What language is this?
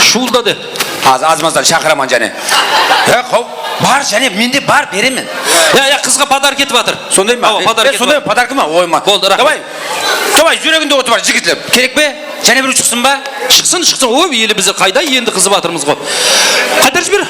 Kara-Kalpak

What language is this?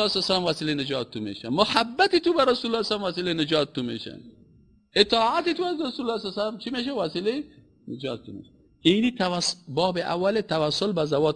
Persian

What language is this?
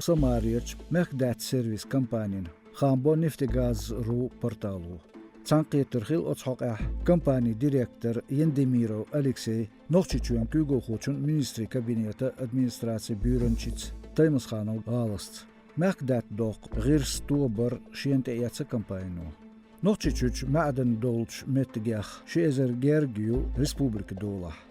Chechen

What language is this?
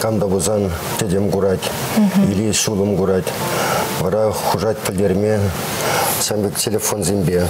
Chuvash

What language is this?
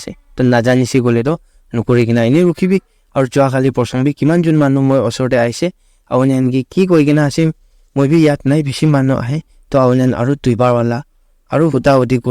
Naga Pidgin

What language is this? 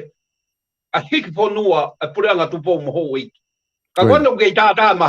Tongan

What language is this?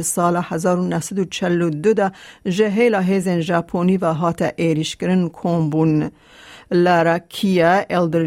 Kurdish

